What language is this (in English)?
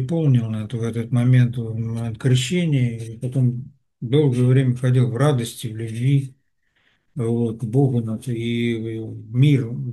Russian